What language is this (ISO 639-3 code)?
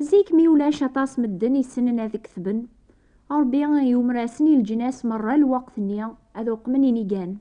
kab